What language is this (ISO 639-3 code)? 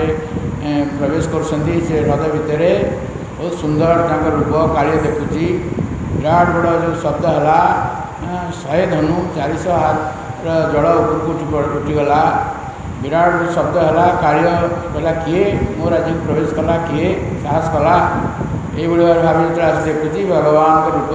ori